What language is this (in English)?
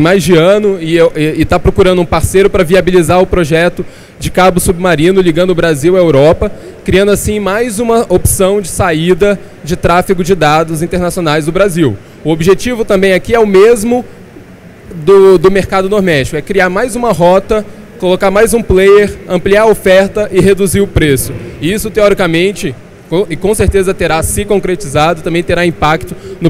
Portuguese